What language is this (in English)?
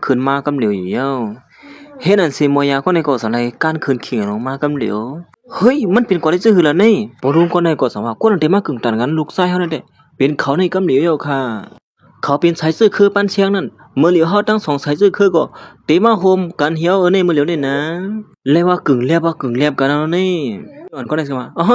Shan